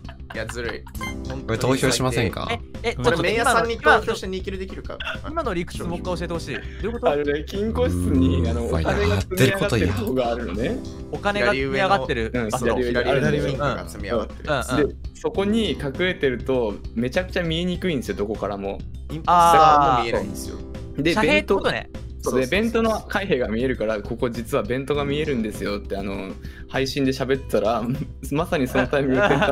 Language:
Japanese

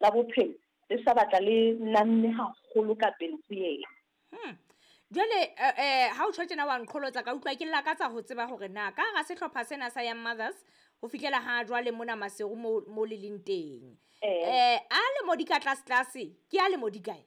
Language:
Southern Sotho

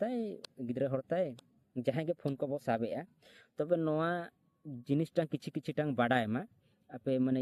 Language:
Santali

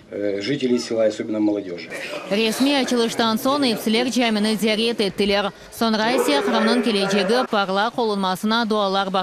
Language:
Crimean Tatar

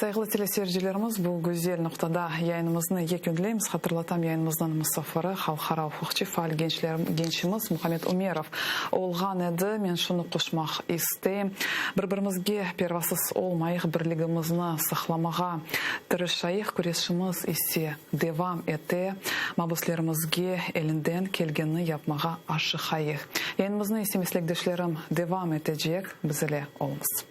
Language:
Crimean Tatar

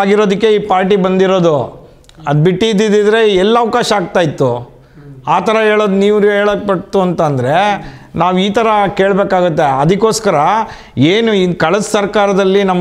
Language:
Kannada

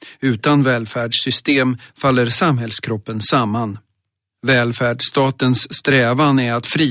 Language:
Swedish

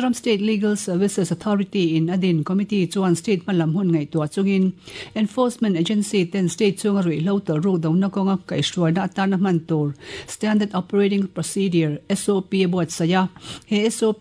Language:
Mizo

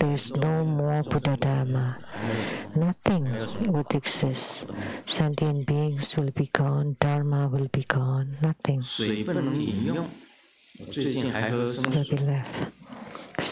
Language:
English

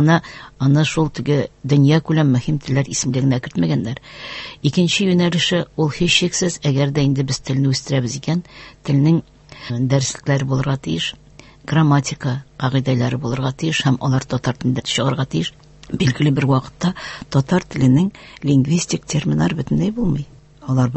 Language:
Tatar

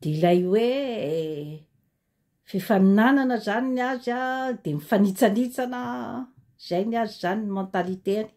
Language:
Malagasy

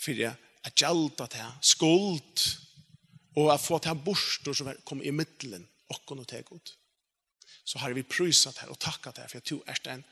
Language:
Faroese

